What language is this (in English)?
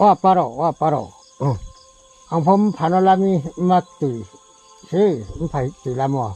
Riang (India)